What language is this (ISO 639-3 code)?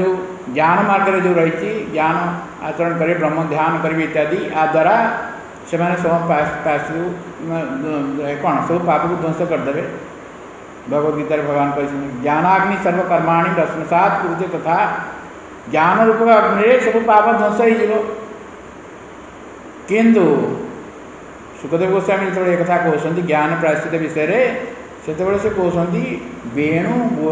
ori